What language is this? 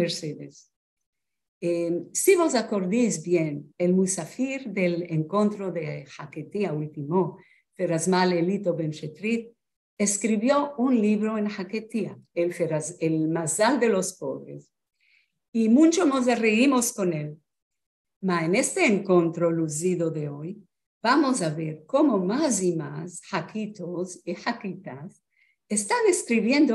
Ladino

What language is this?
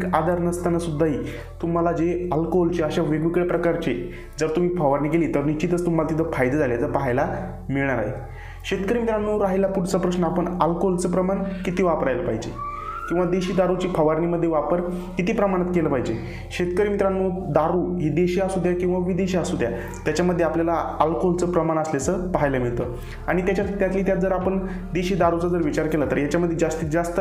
Marathi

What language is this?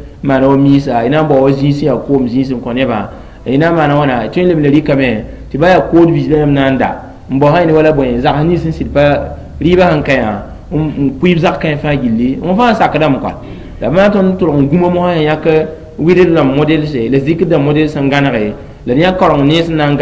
Mossi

